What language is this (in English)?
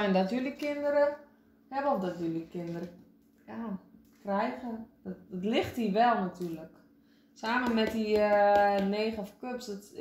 Dutch